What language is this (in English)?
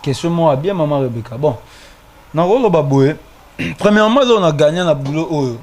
Lingala